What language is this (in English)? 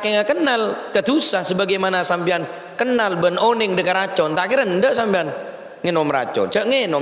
Madurese